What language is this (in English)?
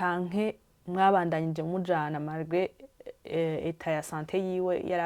Rundi